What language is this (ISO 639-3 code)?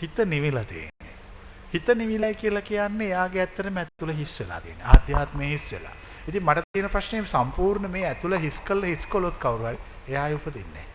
sin